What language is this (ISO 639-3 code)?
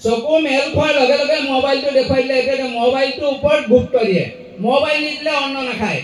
asm